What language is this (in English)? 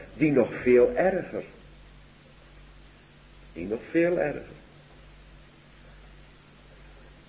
Dutch